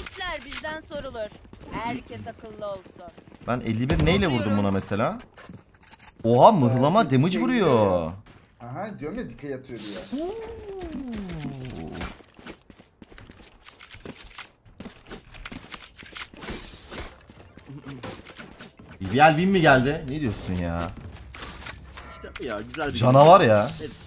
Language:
Turkish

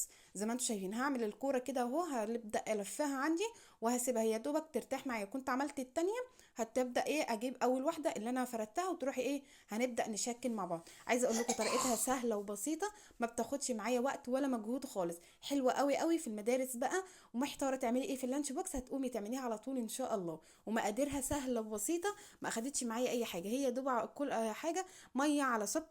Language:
Egyptian Arabic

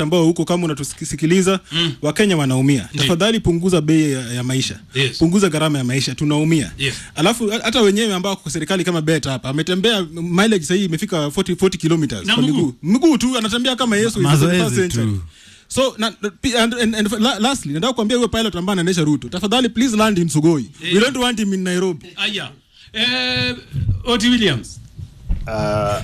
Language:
Swahili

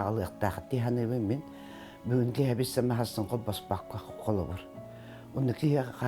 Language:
Yakut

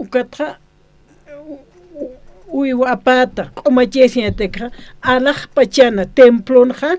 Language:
Aymara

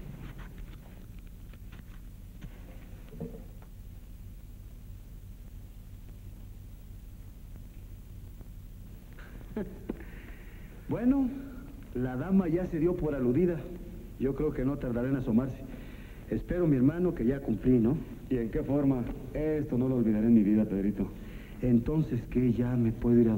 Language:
Spanish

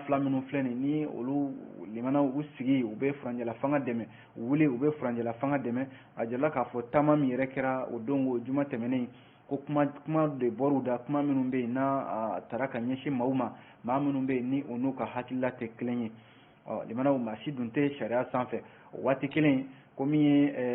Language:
Bambara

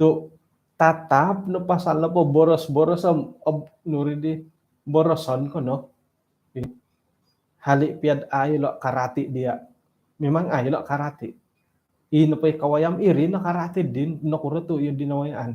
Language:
Central Dusun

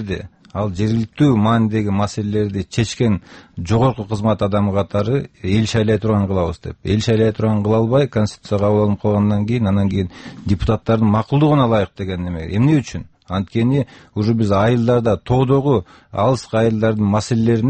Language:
Kyrgyz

